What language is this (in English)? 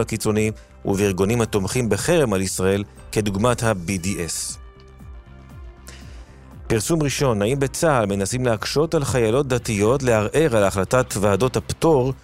Hebrew